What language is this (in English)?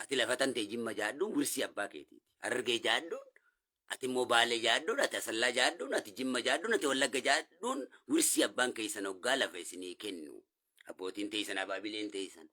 Oromo